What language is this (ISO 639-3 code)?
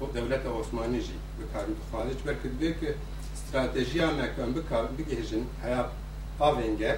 kur